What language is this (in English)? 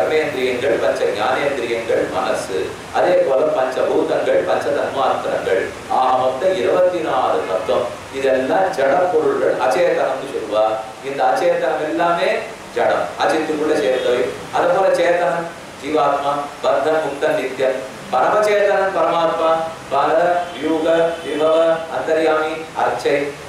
Tamil